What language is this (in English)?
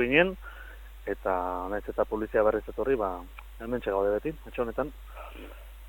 Basque